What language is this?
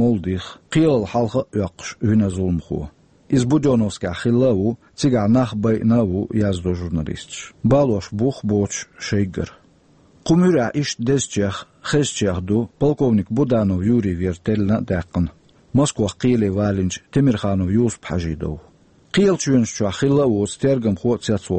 Chechen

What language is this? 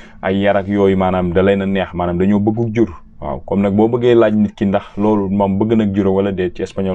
Wolof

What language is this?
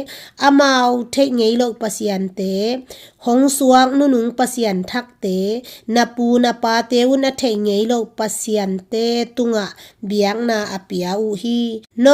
Tedim Chin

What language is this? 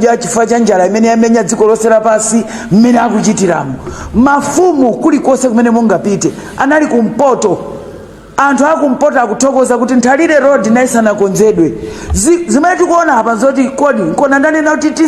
Nyanja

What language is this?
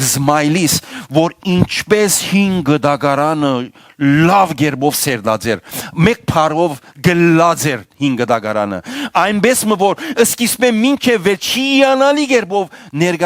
Western Armenian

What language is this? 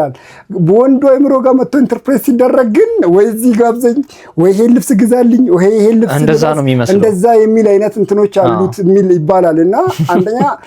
Amharic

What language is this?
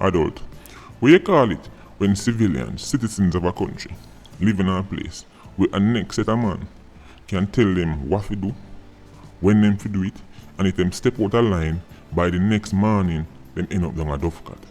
Jamaican Creole English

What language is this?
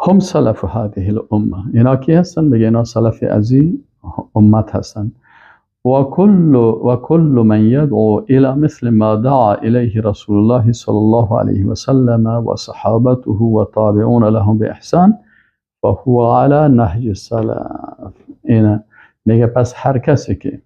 Persian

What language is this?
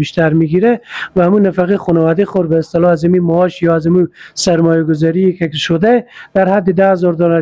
Persian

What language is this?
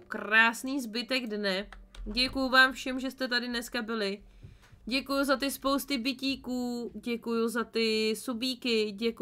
Czech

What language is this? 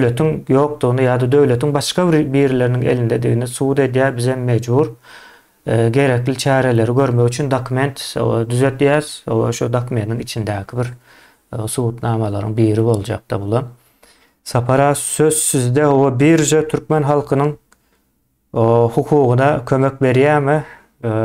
Turkmen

